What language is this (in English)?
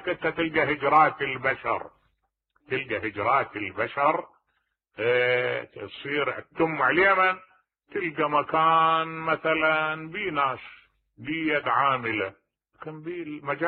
Mesopotamian Arabic